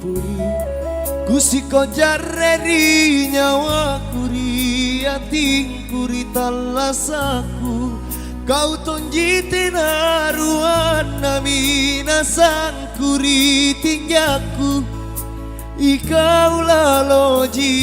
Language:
Makasar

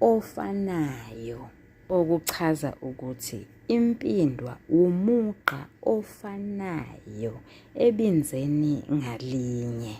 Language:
Zulu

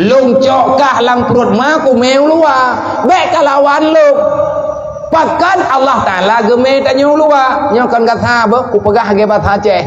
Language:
Achinese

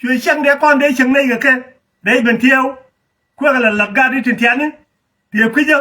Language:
Nuer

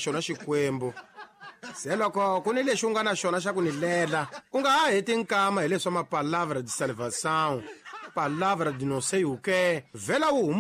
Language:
Tsonga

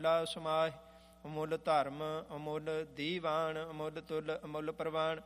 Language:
Punjabi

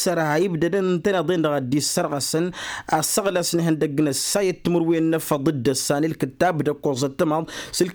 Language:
Tamasheq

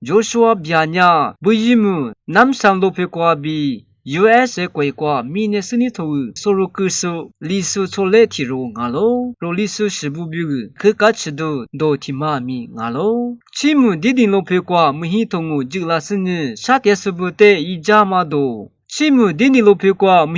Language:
Lisu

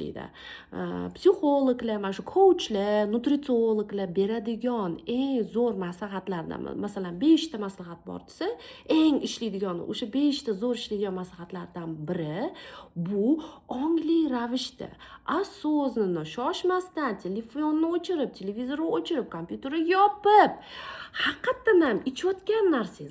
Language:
Uzbek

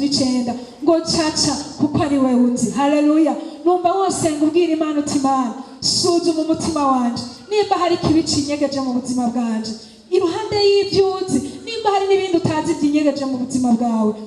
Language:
Rundi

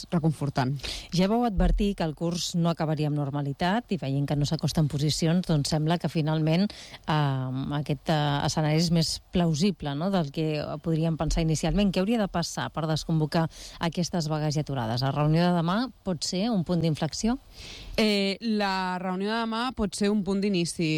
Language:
Catalan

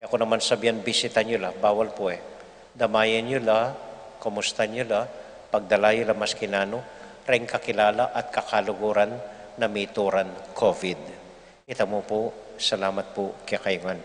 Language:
Pampanga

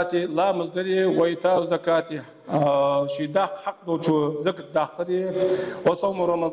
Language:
Ingush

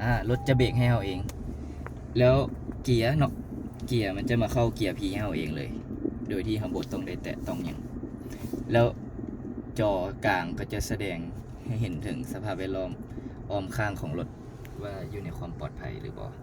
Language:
Lao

